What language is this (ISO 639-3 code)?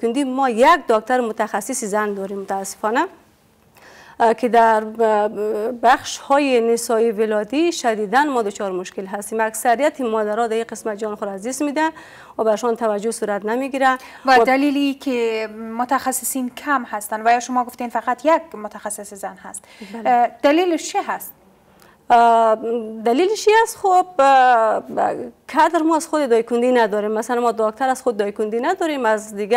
fas